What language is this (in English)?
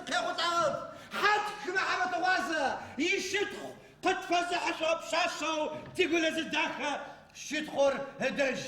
Adyghe